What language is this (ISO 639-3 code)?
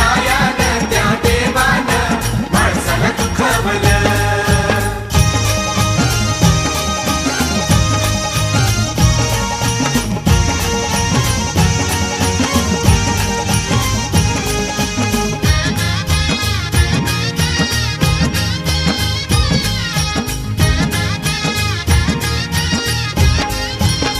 mar